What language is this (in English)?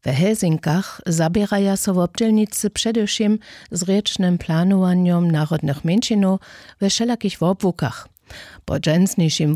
Upper Sorbian